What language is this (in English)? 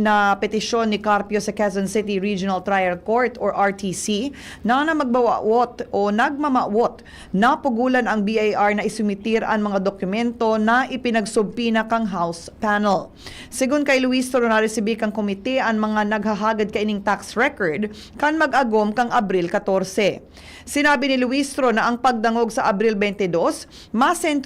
Bikol